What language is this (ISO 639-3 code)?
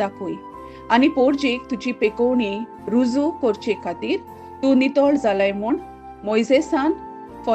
kok